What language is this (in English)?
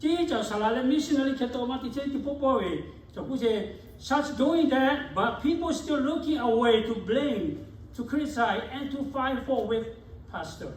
Lahu